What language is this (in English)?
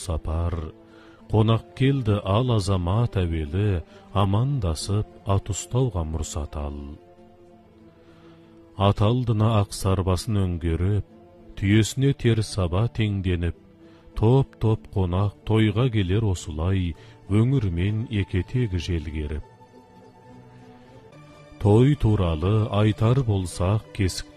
Kazakh